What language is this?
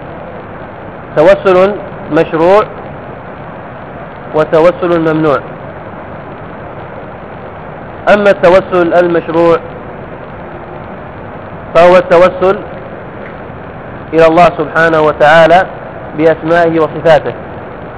Arabic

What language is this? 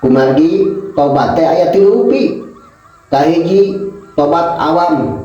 Sundanese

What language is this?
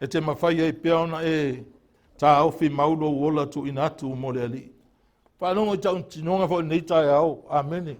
Samoan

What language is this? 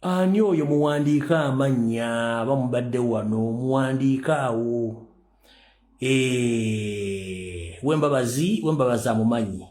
Ganda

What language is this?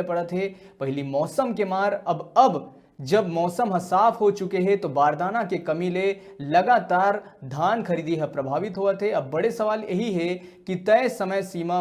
Chhattisgarhi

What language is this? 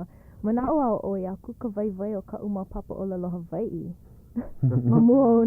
Hawaiian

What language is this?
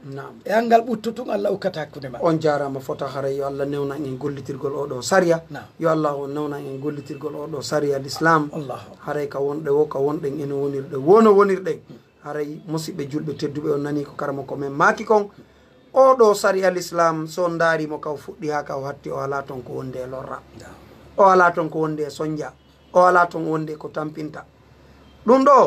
Fula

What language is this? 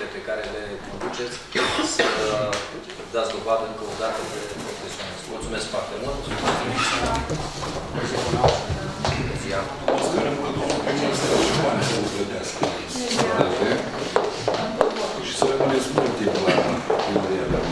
Romanian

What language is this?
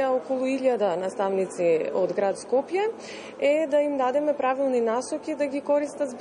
Macedonian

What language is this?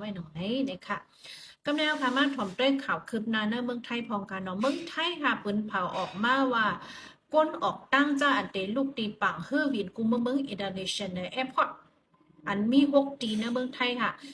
Shan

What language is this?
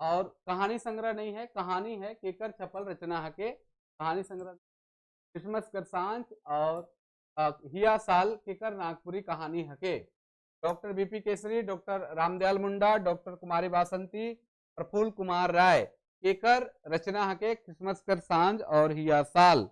Sadri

